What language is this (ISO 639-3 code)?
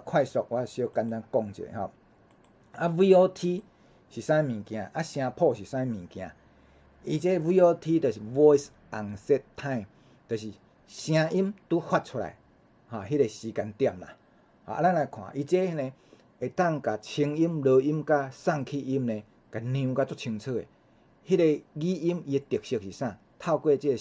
nan